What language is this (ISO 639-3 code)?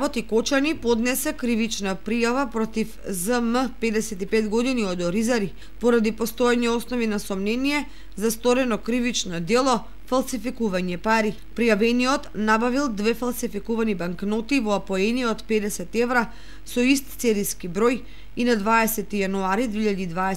mkd